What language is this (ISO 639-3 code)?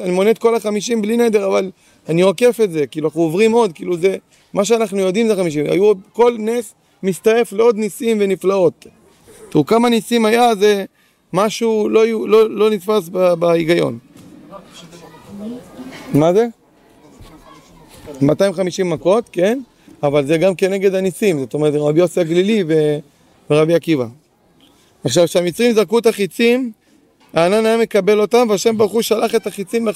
heb